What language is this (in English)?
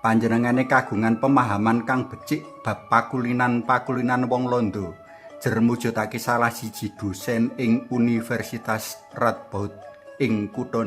Javanese